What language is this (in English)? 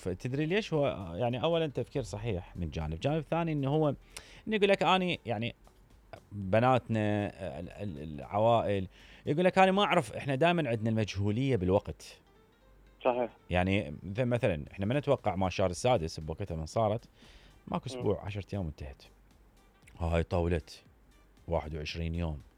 Mesopotamian Arabic